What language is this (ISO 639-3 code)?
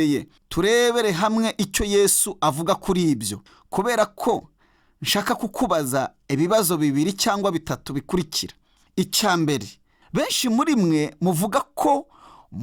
kin